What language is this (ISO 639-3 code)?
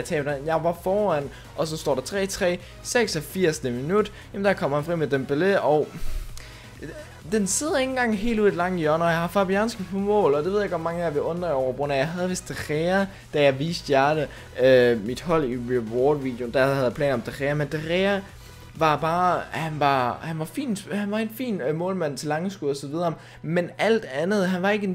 dan